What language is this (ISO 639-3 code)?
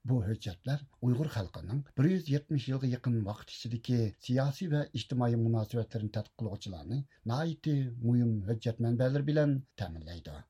uig